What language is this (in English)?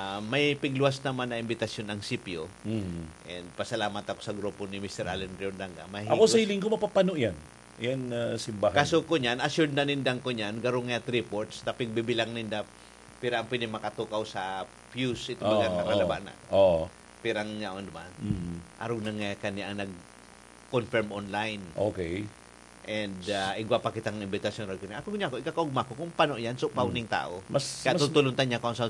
Bikol